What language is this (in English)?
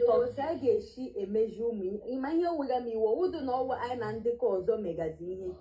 Igbo